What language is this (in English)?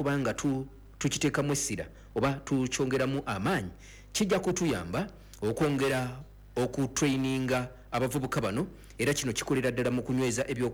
Ganda